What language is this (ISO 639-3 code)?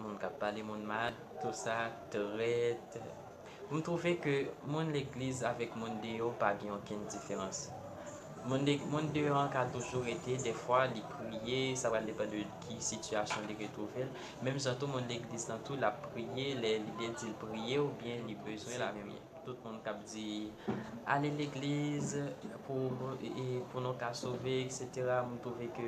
hat